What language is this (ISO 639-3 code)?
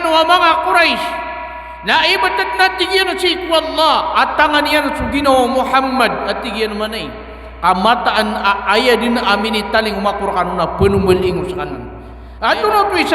mrw